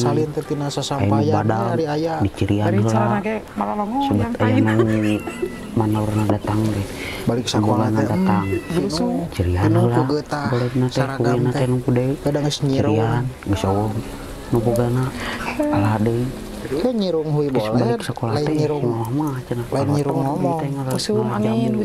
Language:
Sundanese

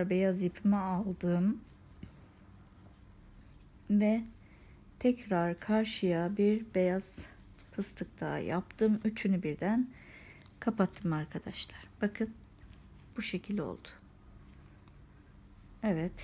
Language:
Turkish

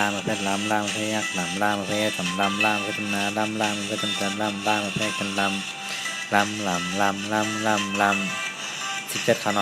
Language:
Shan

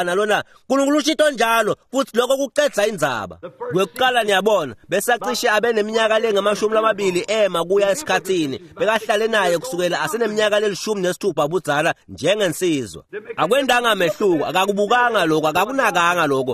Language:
Swati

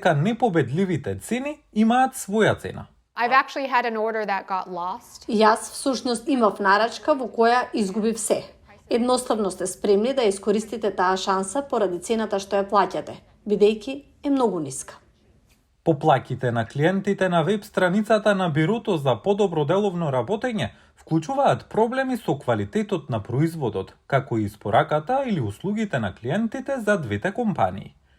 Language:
Macedonian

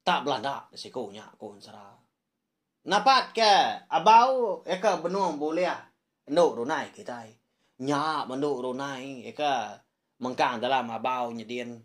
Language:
Iban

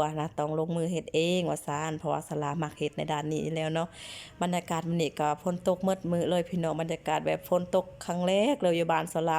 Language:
Lao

